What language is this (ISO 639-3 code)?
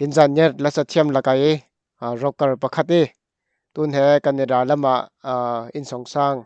cfm